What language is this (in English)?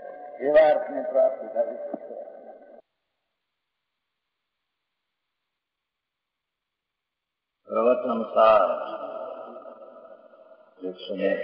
Gujarati